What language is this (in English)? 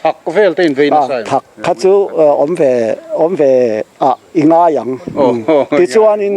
Mizo